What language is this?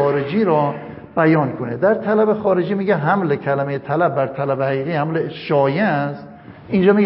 Persian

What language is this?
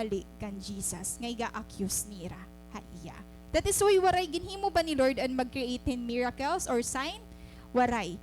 Waray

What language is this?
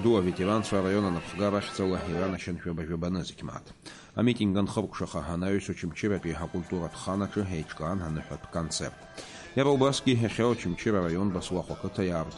Abkhazian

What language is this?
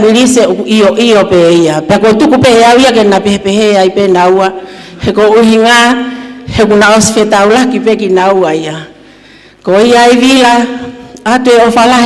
Tongan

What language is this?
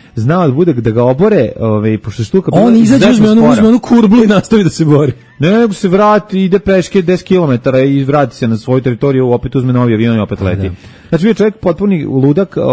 Serbian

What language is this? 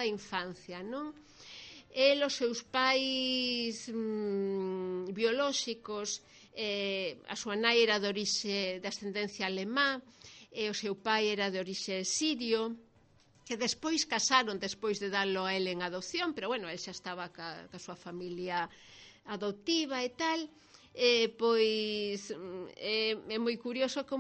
Galician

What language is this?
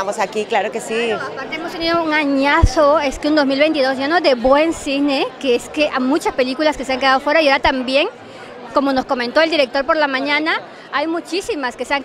Spanish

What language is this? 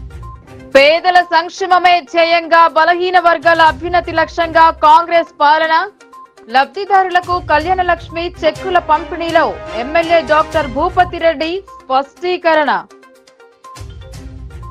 Telugu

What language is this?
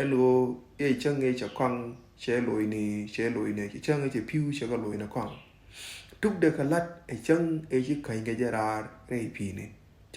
Nuer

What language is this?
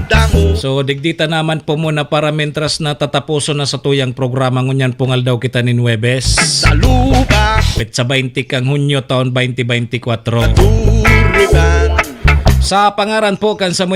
Bikol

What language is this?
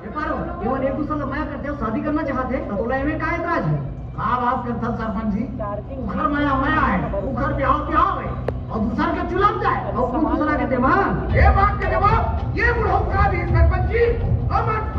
Chhattisgarhi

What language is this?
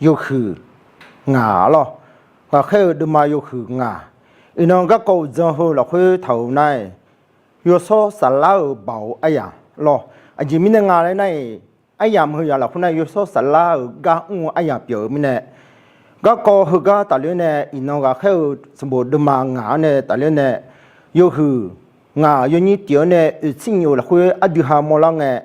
Akha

